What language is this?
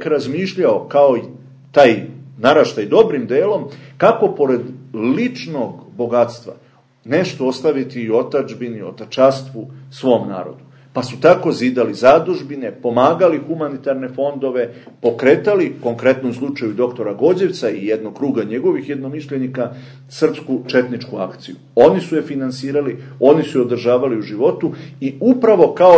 Serbian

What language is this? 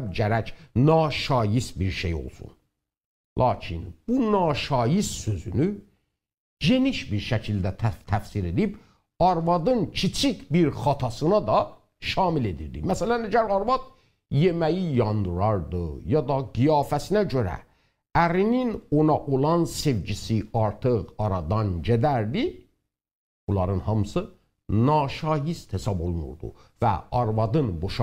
South Azerbaijani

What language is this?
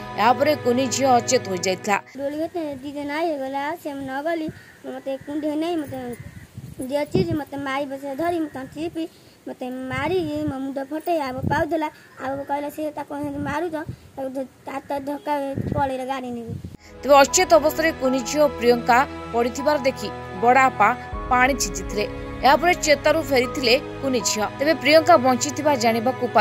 Odia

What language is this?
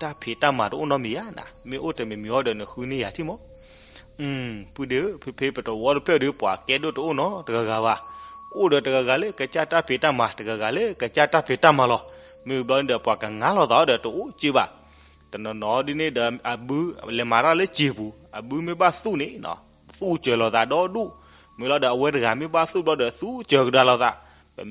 S'gaw Karen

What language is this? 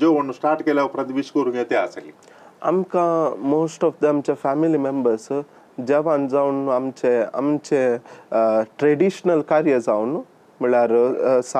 Konkani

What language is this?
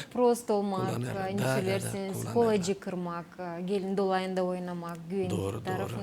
Gagauz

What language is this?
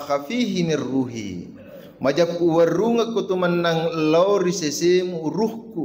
Buginese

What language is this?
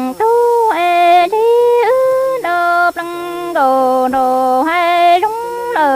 Hmong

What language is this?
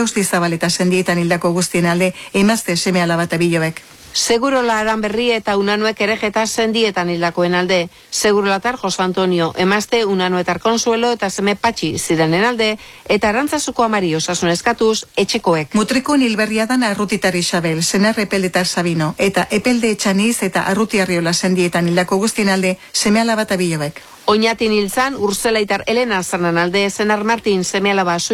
Basque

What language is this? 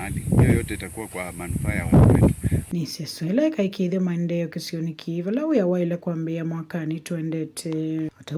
Kamba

